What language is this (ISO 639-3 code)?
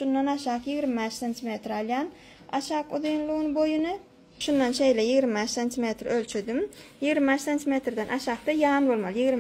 tuk